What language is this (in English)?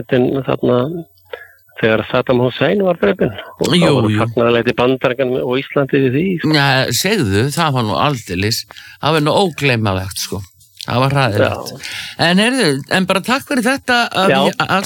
Icelandic